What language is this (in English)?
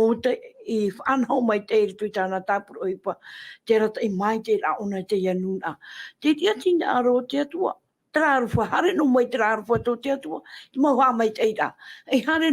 Tahitian